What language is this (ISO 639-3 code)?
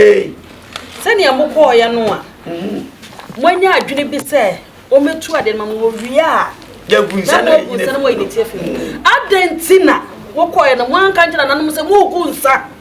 aka